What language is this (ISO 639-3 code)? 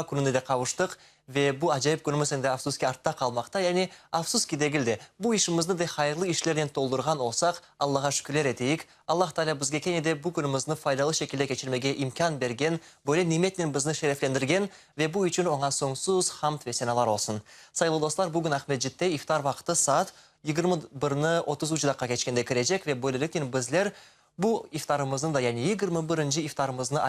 crh